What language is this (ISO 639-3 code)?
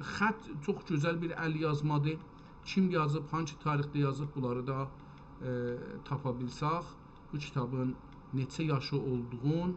azb